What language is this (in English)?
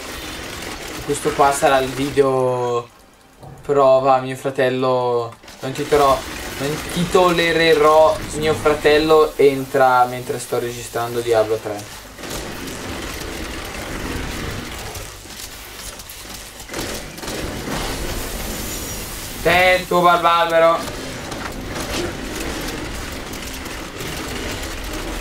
Italian